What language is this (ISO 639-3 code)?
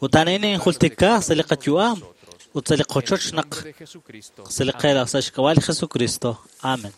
kek